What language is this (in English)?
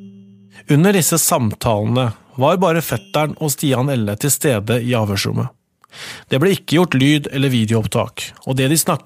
Norwegian